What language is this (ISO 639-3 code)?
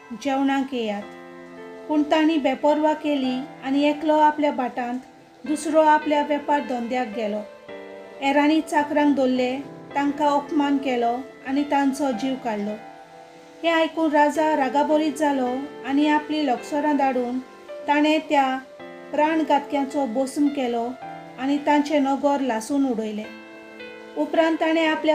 kok